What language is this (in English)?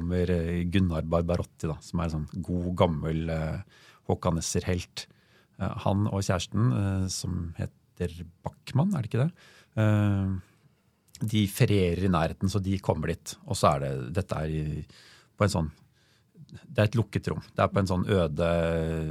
Norwegian